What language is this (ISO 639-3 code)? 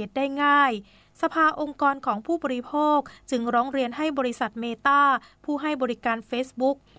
tha